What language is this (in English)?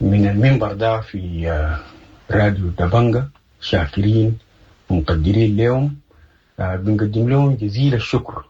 Sudanese Arabic